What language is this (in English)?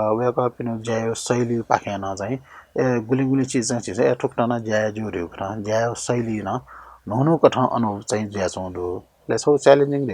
Newari